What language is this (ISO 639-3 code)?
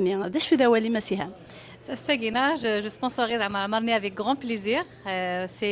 kab